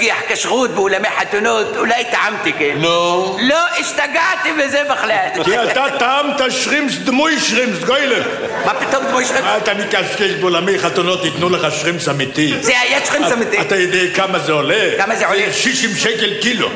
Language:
Hebrew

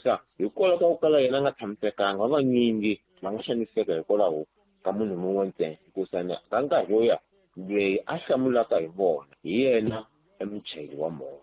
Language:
Tsonga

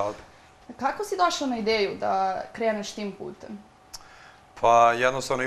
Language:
Serbian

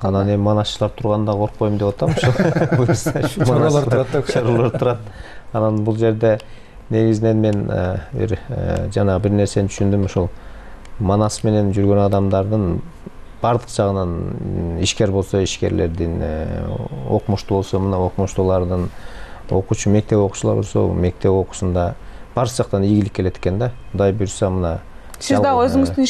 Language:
Kyrgyz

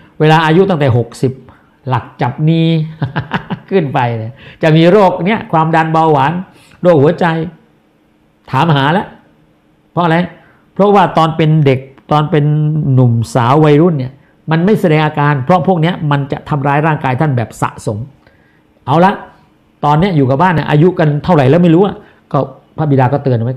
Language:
Thai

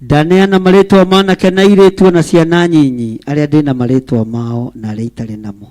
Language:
Kikuyu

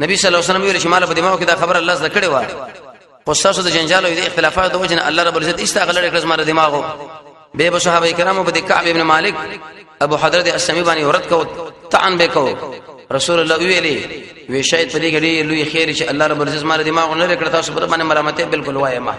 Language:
Pashto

